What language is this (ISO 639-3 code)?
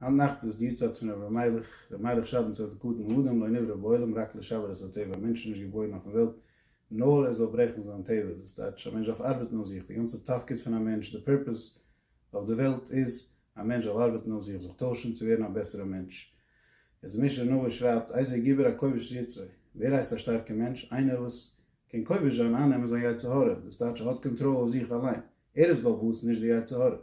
yid